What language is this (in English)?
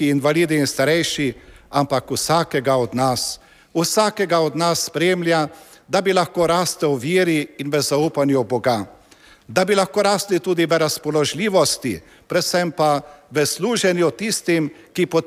Slovenian